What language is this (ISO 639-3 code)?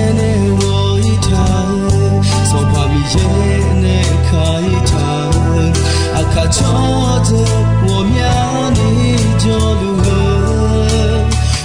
ahk